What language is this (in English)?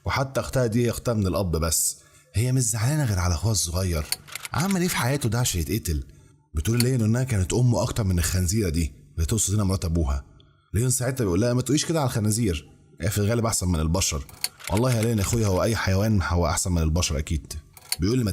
Egyptian Arabic